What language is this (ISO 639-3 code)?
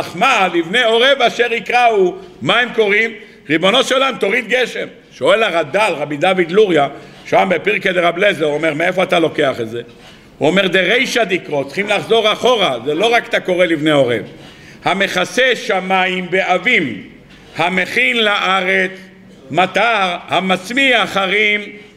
heb